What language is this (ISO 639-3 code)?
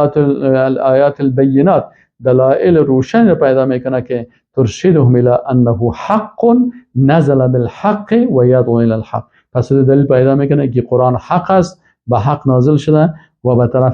fas